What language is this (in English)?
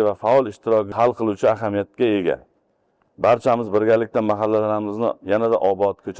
Uzbek